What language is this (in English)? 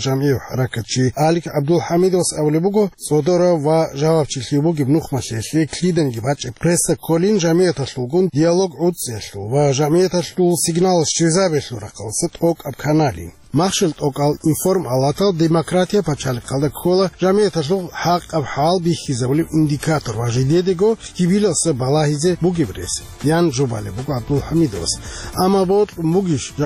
Avaric